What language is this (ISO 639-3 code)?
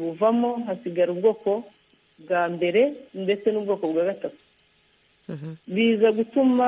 kin